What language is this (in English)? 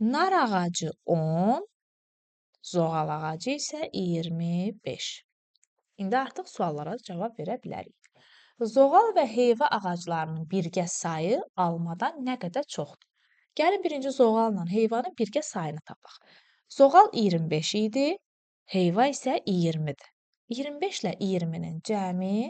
Azerbaijani